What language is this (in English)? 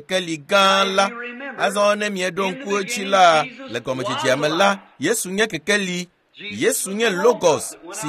Ewe